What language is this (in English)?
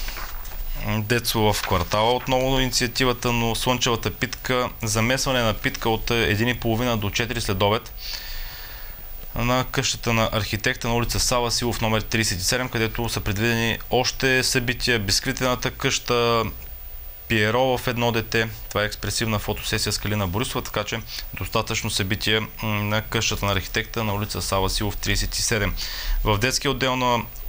Bulgarian